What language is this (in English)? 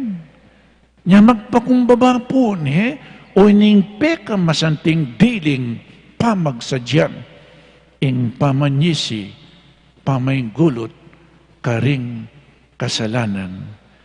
Pampanga